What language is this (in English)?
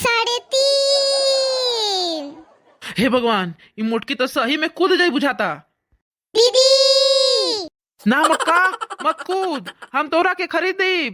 Bhojpuri